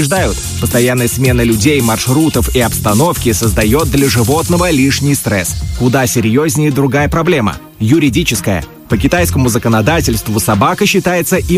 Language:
Russian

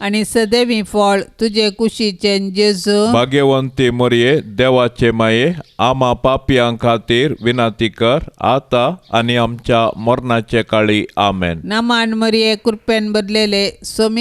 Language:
Konkani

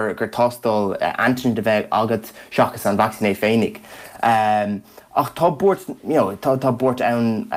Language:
Irish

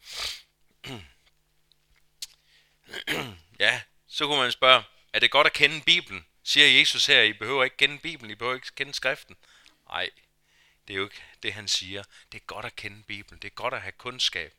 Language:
Danish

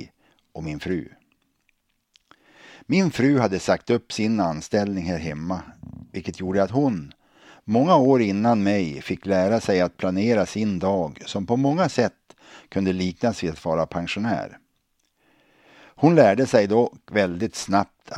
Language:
Swedish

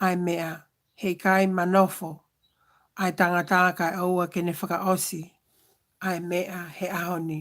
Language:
Tongan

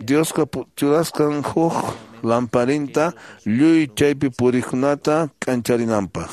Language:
Quechua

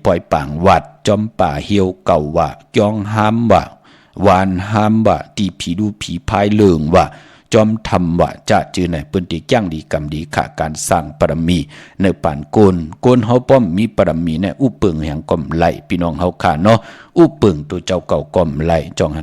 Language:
Shan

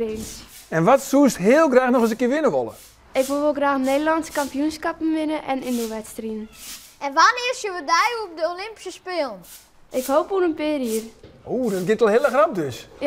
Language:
Western Frisian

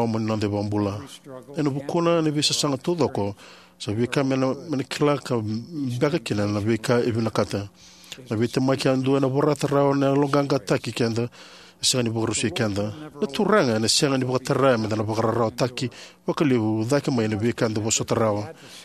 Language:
Fijian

